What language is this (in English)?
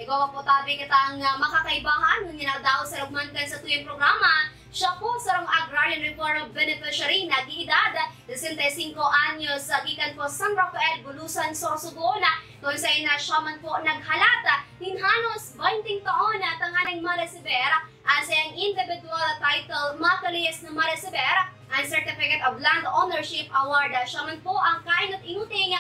Bikol